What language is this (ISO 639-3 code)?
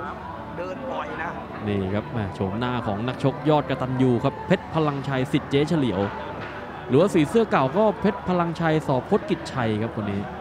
tha